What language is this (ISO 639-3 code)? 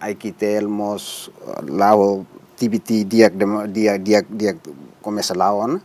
tet